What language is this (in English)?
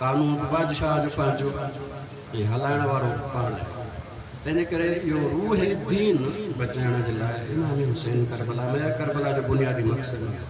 Sindhi